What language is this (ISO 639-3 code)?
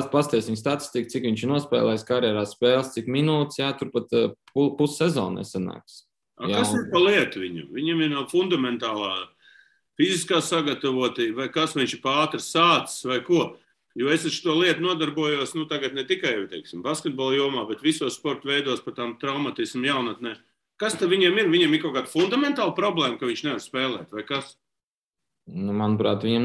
lav